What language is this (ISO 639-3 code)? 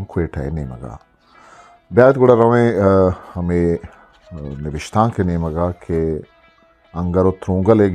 bgp